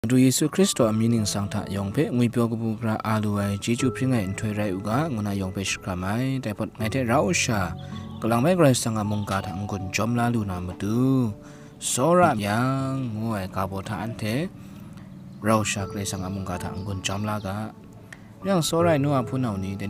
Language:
Kachin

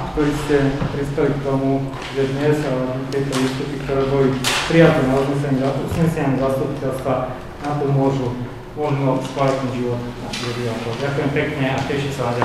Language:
Slovak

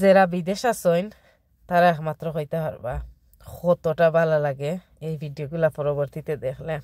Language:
Sylheti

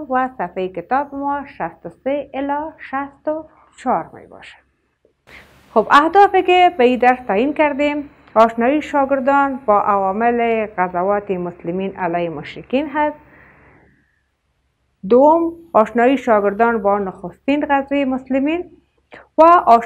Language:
Persian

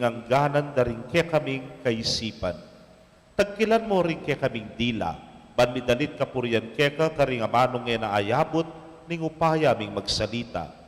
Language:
Pampanga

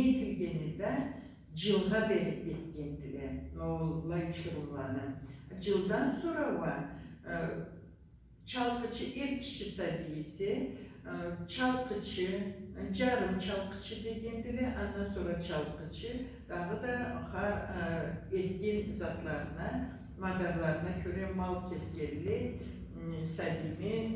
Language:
Karachay-Balkar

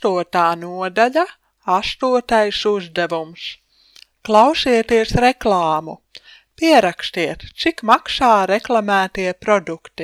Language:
Latvian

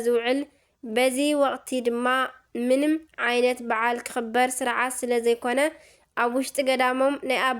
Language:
Tigrinya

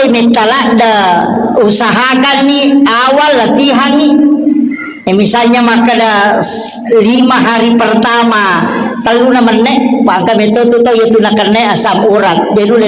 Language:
Buginese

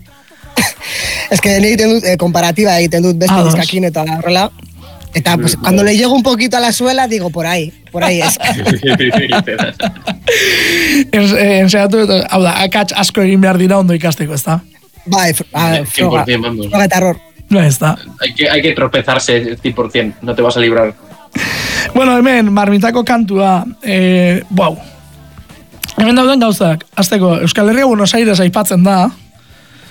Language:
Basque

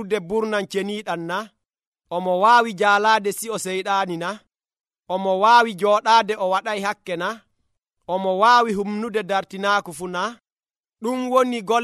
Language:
Nigerian Fulfulde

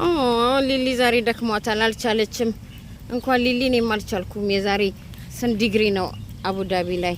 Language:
Amharic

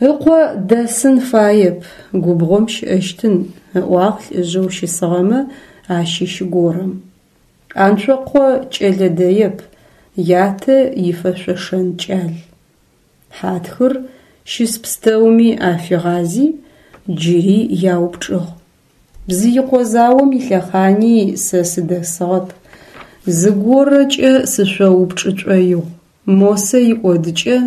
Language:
Adyghe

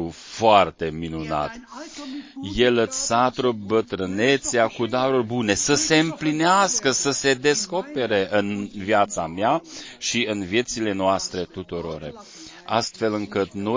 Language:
Romanian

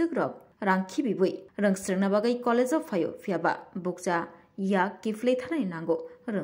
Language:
Kok Borok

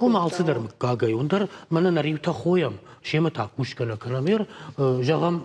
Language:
Ossetic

